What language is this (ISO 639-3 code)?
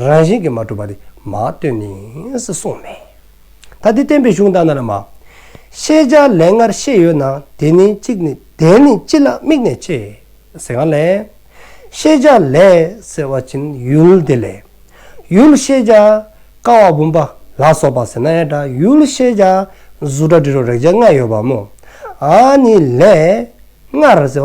dzo